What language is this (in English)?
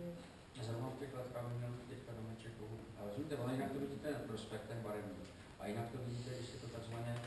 Czech